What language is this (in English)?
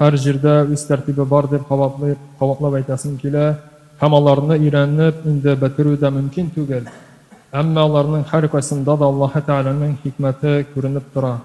Tatar